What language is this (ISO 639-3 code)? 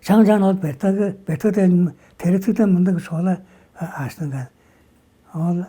tyv